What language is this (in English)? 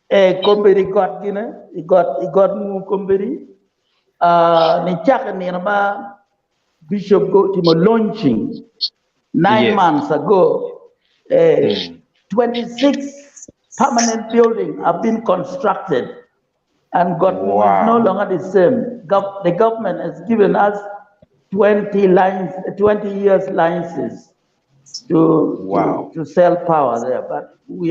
Acoli